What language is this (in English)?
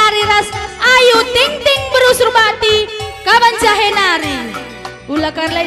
Batak Karo